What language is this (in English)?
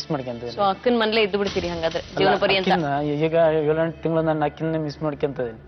Kannada